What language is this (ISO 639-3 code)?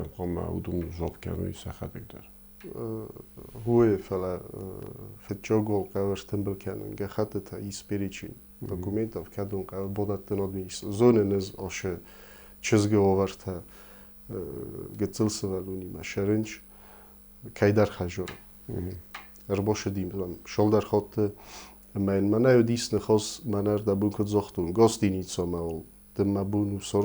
oss